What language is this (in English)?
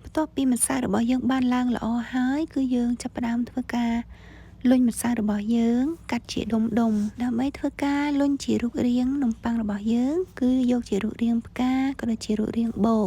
Khmer